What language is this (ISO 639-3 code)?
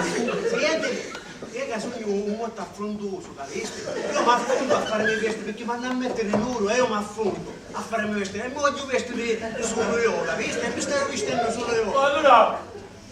scn